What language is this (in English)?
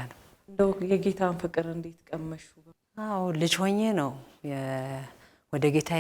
Amharic